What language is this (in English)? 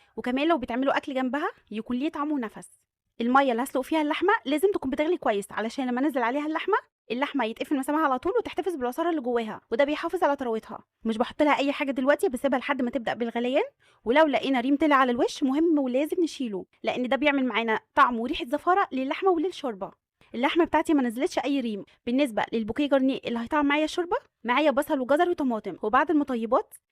Egyptian Arabic